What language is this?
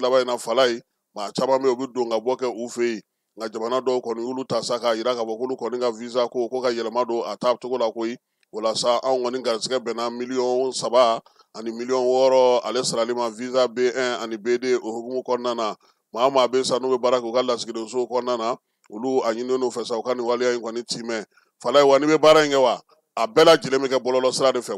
Bambara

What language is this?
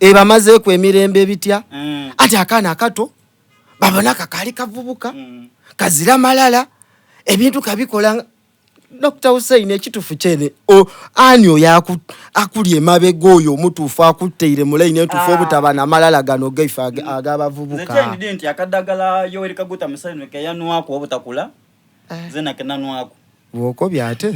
Soga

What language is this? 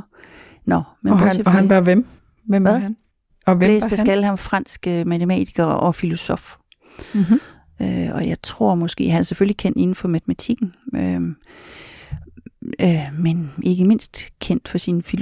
Danish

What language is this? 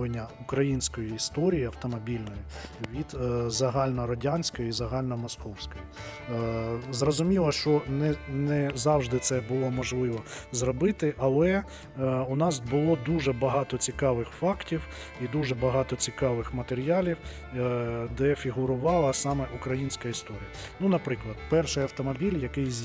Ukrainian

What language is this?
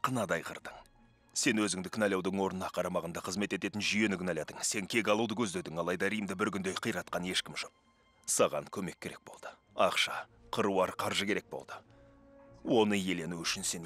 Kazakh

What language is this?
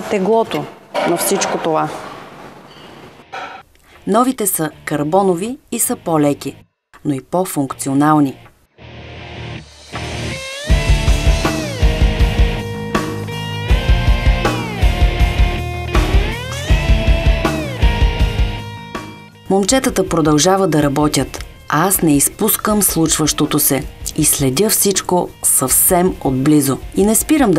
Bulgarian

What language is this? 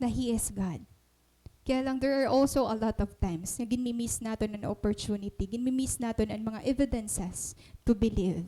Waray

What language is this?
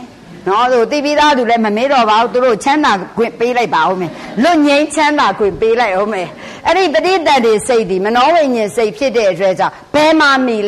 Burmese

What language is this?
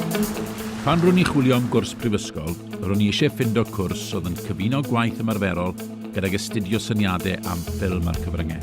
Welsh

